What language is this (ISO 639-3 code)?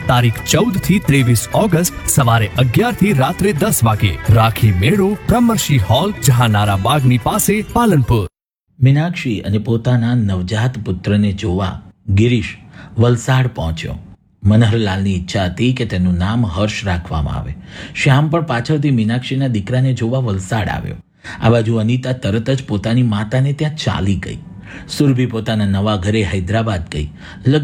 guj